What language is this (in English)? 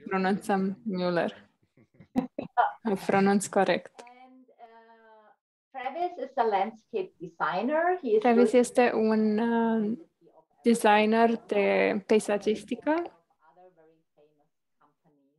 Romanian